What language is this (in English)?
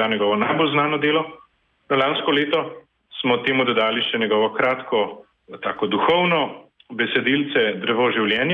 Slovenian